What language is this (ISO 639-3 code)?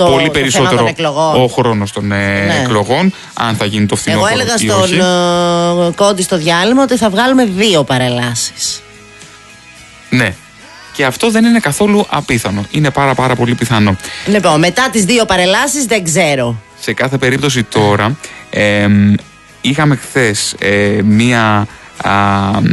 ell